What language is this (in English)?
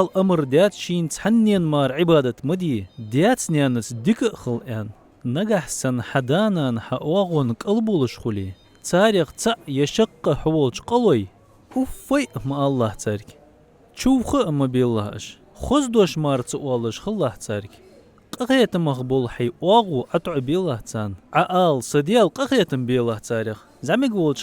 Ingush